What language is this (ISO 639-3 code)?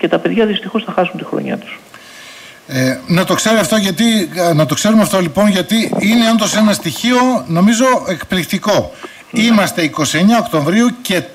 ell